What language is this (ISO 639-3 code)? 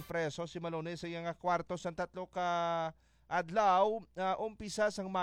hil